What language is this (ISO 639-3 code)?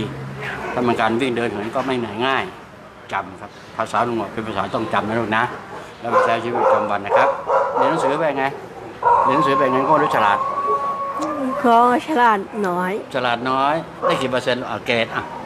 tha